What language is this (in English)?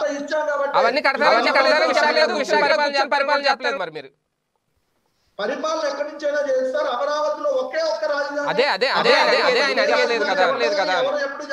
Telugu